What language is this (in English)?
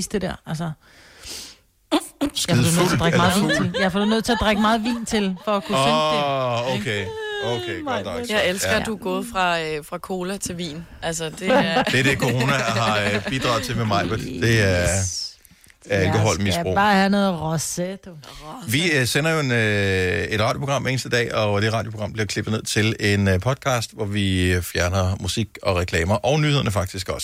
Danish